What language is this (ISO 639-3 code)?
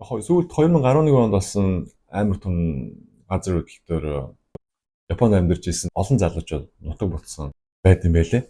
mon